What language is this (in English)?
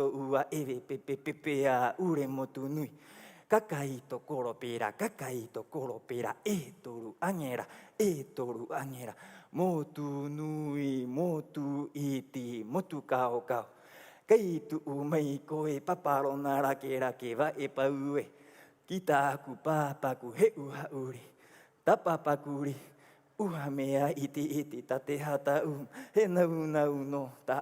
Rapanui